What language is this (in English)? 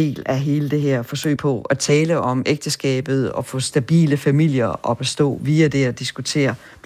Danish